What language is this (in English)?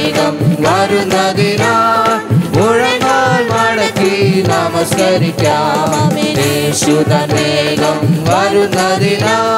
Malayalam